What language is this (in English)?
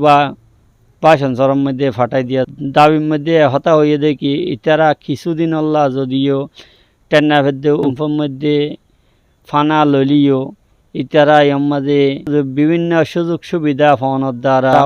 Rohingya